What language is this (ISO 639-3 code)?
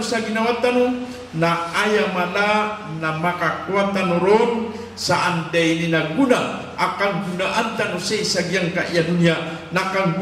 mrw